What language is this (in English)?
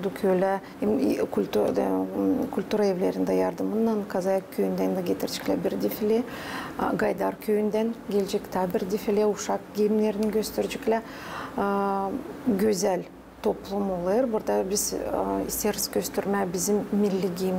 Gagauz